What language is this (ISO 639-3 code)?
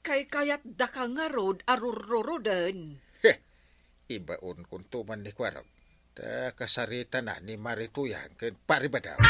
ilo